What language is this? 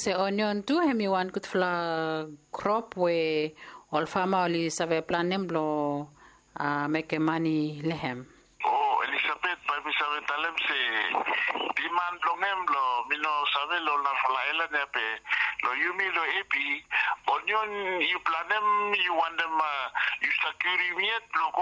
Bislama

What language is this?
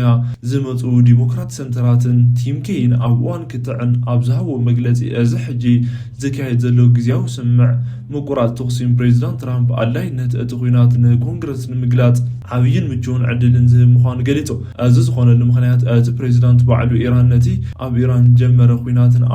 Tigrinya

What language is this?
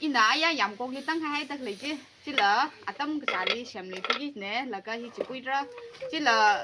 Tangkhul Naga (India)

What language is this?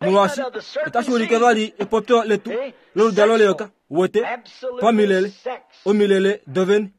Kuanyama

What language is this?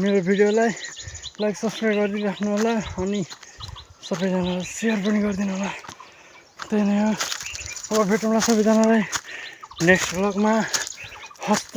Nepali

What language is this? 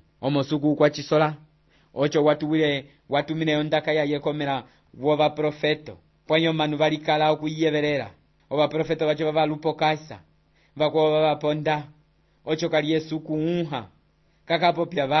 Umbundu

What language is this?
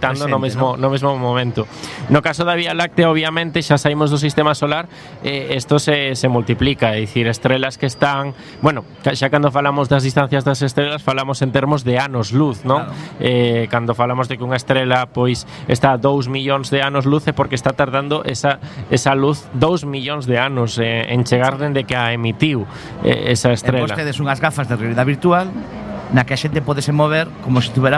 Galician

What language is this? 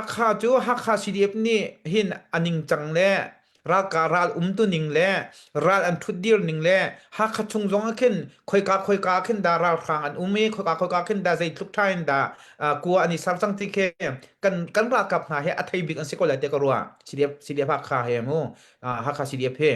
Hakha Chin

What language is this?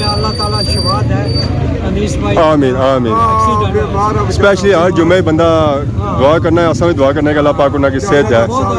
Pahari-Potwari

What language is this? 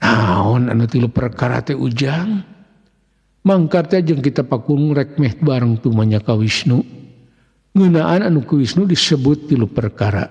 Sundanese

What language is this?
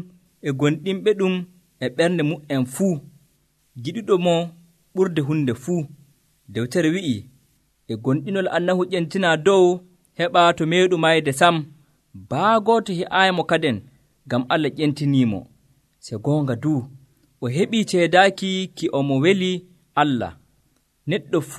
Nigerian Fulfulde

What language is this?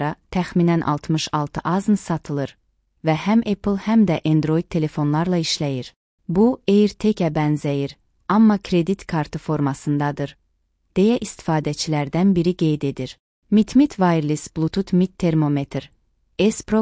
Azerbaijani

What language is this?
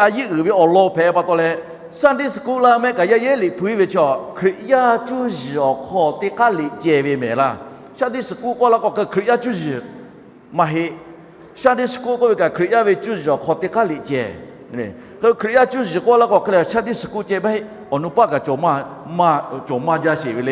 Lahu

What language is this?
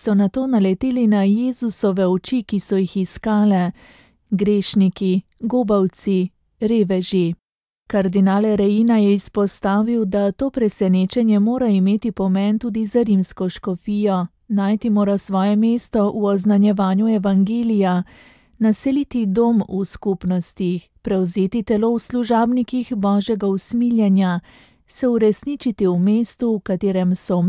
Slovenian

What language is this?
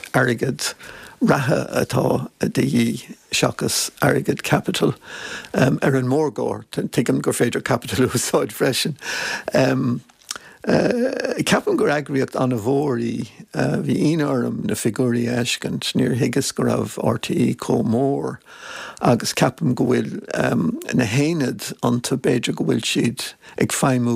Irish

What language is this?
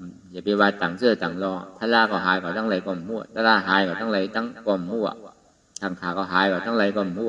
Shan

